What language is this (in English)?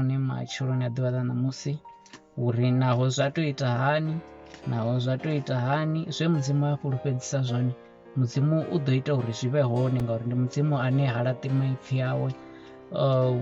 Venda